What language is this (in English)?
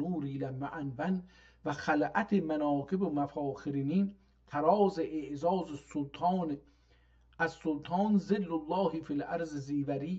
South Azerbaijani